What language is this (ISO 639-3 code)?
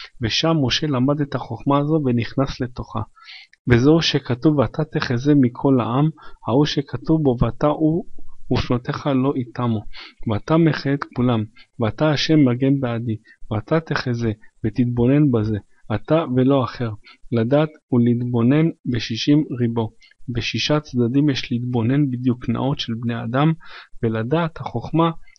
heb